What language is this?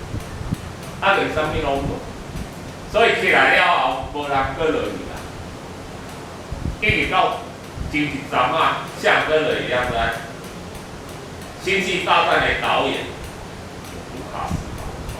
Min Nan Chinese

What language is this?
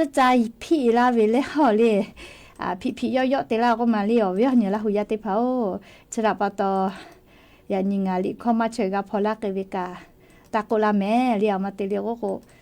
Lahu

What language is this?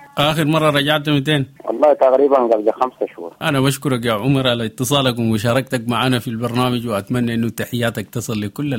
Sudanese Arabic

